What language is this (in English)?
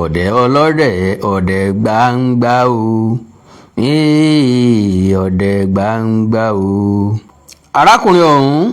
Yoruba